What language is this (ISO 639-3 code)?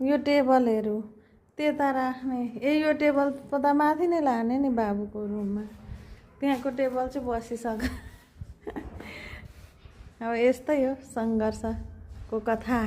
nep